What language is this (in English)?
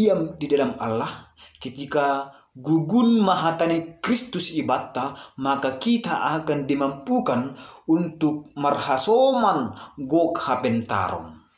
Batak Simalungun